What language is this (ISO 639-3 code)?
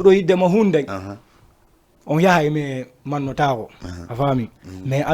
ful